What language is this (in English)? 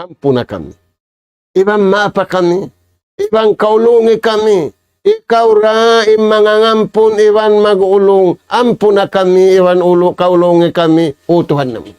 Tausug